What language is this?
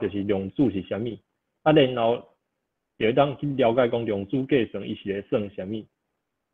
Min Nan Chinese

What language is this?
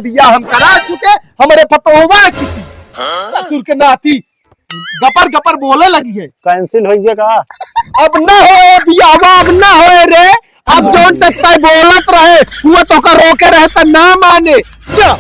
Awadhi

